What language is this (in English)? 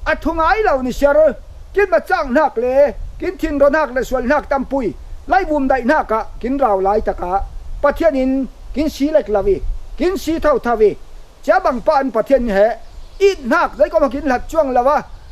Falam Chin